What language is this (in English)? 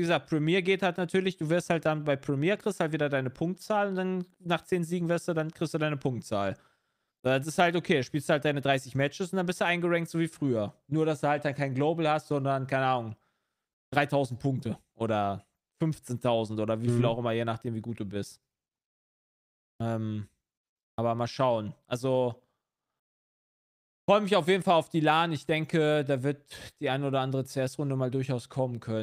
German